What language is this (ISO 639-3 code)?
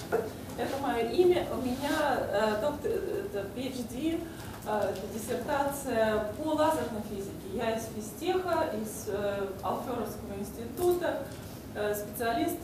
rus